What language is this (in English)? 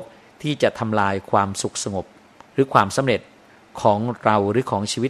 Thai